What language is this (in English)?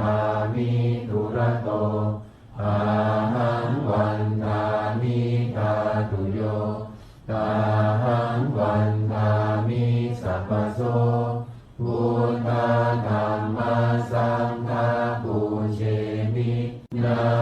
Pali